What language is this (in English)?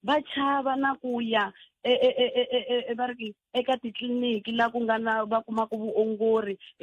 Tsonga